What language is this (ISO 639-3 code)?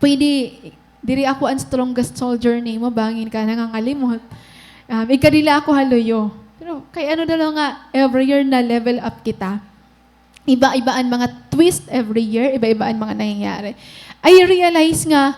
war